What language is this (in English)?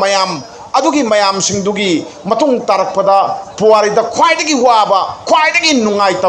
Manipuri